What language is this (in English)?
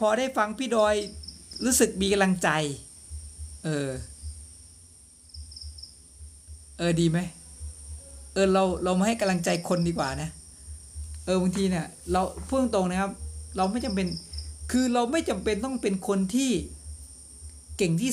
Thai